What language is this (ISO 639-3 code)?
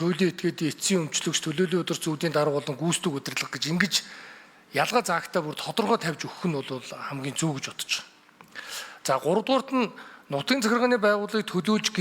mon